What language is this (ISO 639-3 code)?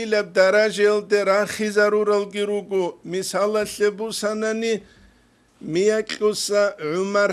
ava